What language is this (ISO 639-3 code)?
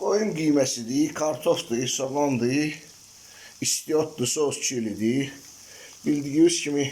aze